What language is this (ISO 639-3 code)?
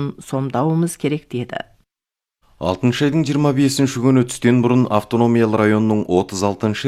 kaz